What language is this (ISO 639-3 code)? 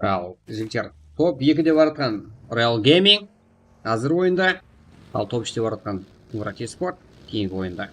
kaa